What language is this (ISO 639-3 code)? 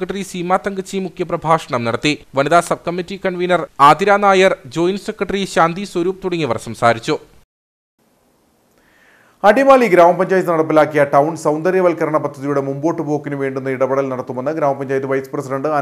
mal